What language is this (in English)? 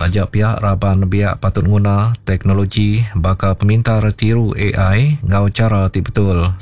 Iban